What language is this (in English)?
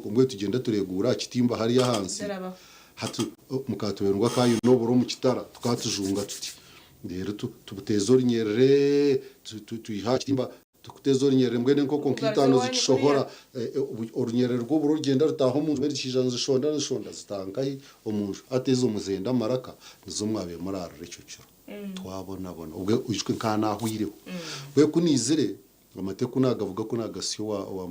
Nyankole